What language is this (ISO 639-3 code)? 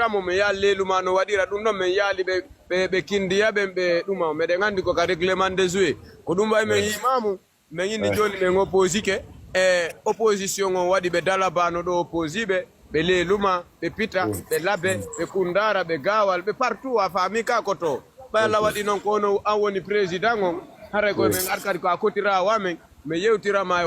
ful